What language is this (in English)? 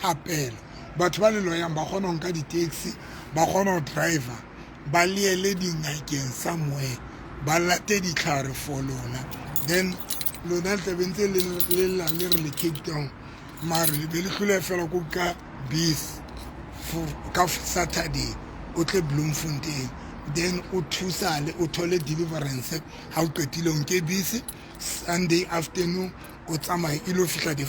Southern Sotho